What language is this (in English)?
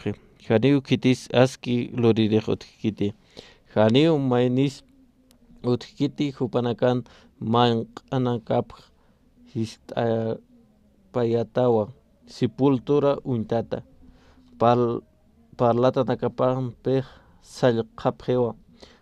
Aymara